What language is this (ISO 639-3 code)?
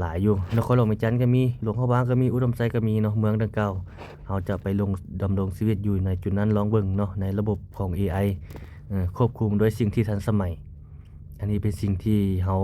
lao